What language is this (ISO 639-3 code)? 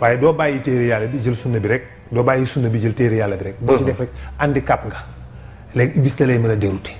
wol